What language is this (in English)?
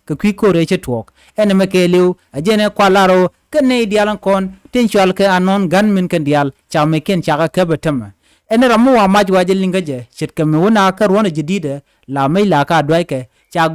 Nuer